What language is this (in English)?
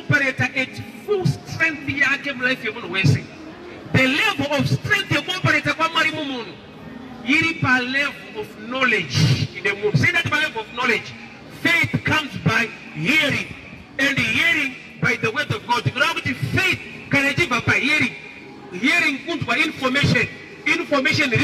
Shona